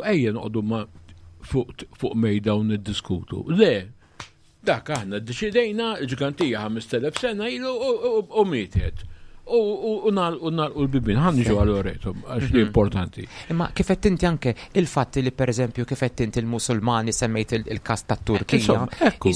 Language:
Maltese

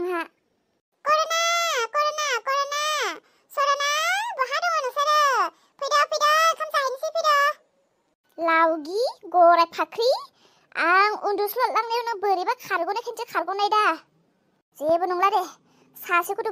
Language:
Bodo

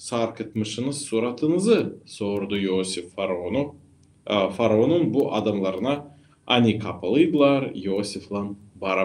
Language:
Gagauz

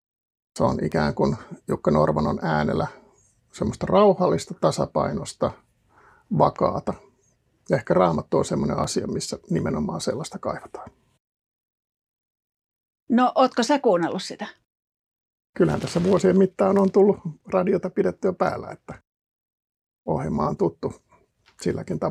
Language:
Finnish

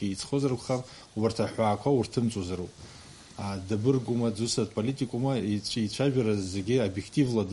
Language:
Abkhazian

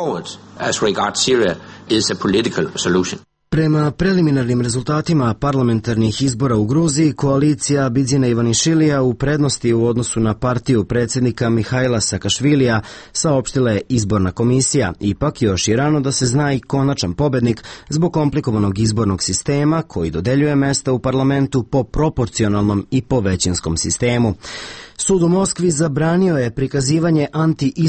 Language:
Serbian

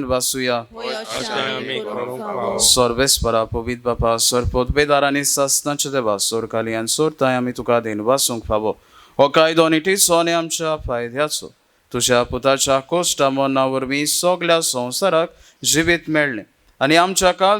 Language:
Konkani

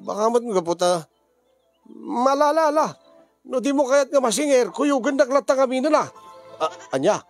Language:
Iloko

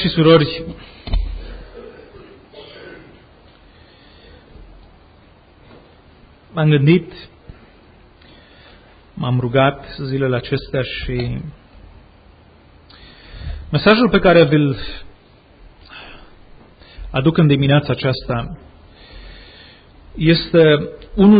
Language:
Romanian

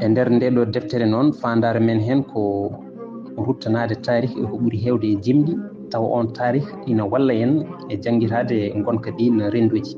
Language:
Fula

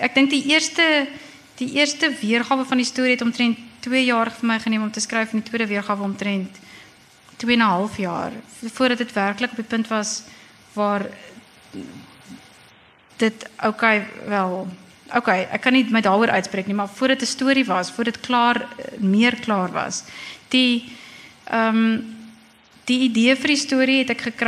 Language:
Afrikaans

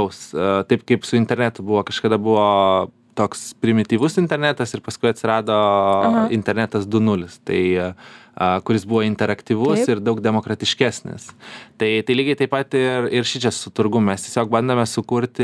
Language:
Lithuanian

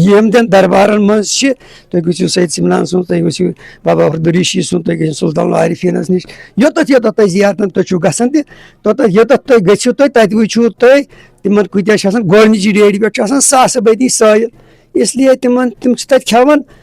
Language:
Kashmiri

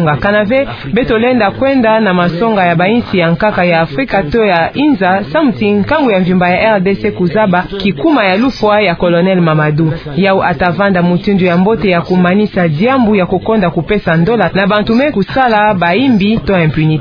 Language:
Kituba (Democratic Republic of Congo)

